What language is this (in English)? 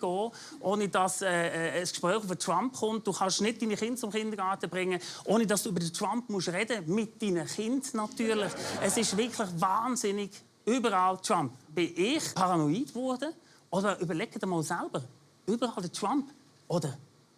Swiss German